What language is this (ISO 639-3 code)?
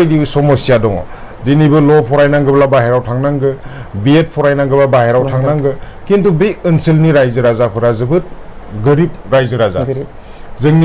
brx